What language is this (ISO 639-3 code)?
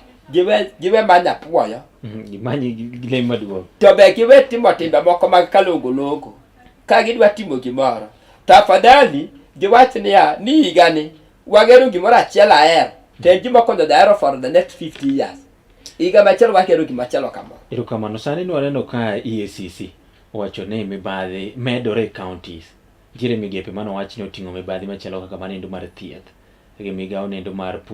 luo